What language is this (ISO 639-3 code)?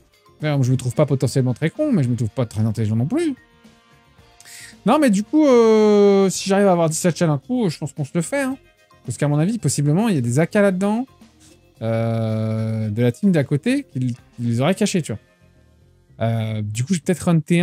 fra